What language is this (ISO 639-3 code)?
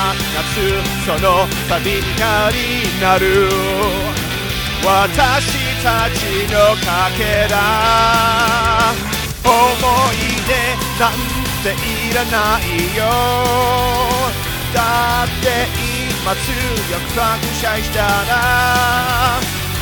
jpn